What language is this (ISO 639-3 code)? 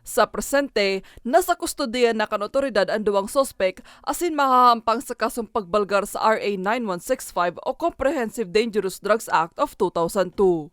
bik